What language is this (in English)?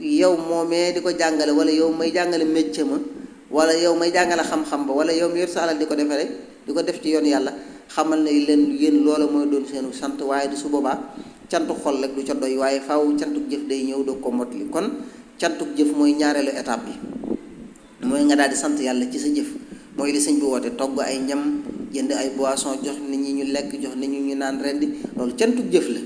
Wolof